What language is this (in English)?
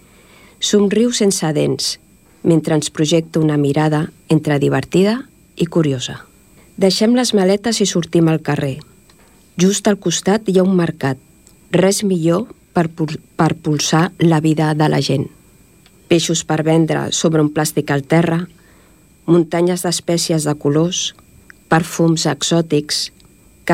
Catalan